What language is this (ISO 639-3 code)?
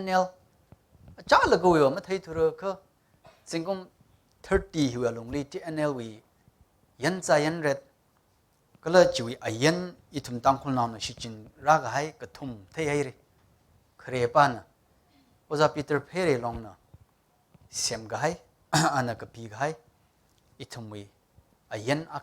nmf